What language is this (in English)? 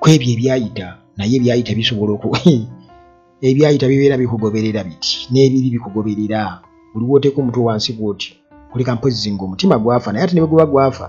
Ganda